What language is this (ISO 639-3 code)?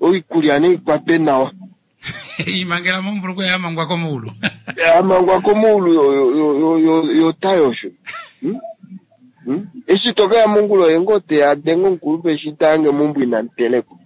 kua